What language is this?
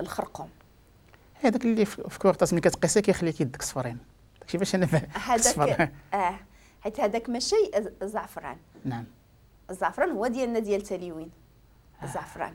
Moroccan Arabic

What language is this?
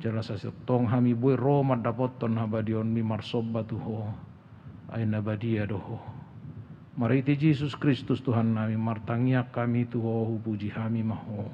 Batak Toba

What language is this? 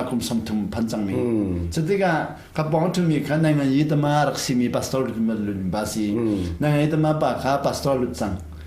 Hakha Chin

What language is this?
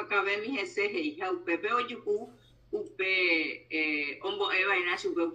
Guarani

